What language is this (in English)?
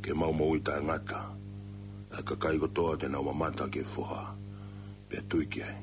Tongan